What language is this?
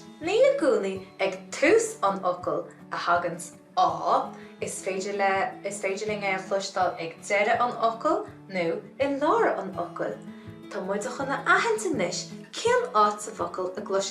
Irish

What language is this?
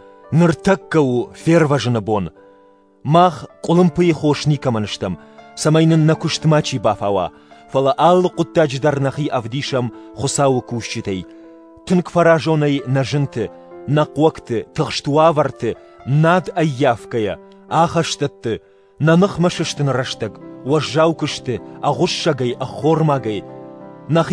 Ossetic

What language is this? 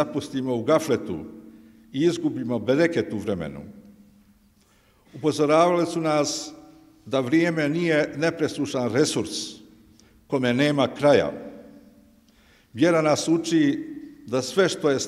Bosnian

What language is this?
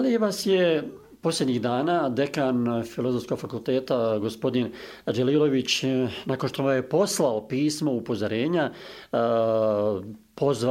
Bosnian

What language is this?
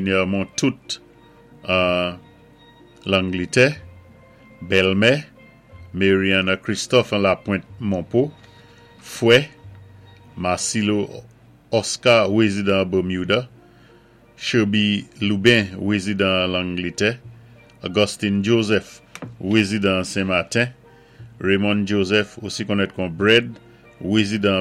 Saint Lucian Creole French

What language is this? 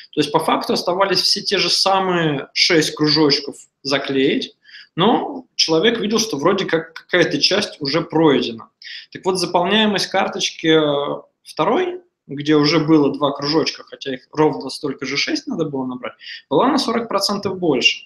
Russian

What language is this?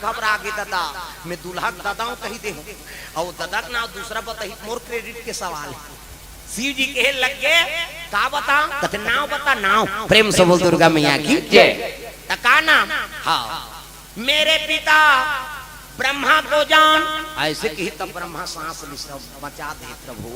Chhattisgarhi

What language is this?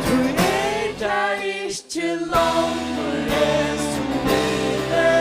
Faroese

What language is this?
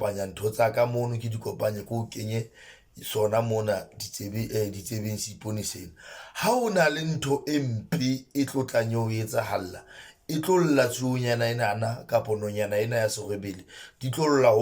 Southern Sotho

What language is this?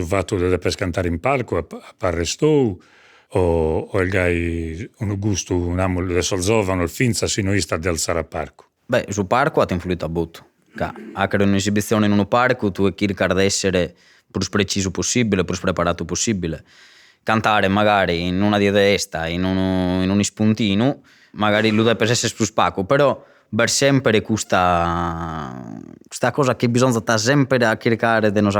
Sardinian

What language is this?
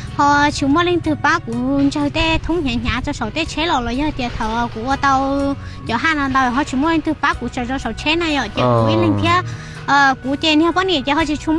Hmong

